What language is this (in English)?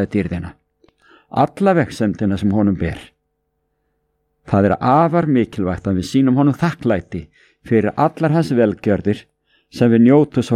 Icelandic